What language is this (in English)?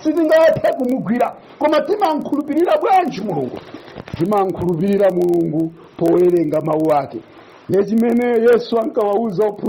Nyanja